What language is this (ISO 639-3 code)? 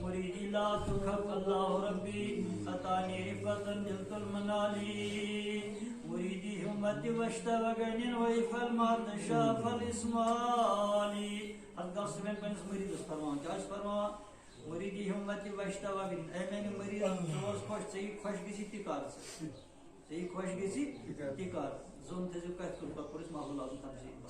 kas